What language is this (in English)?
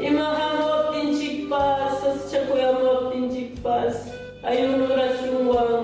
Ayacucho Quechua